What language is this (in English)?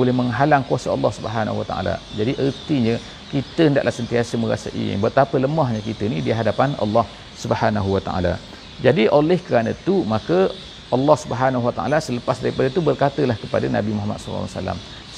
Malay